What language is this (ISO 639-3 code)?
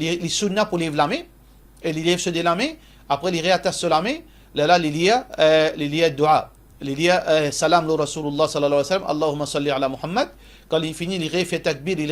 mfe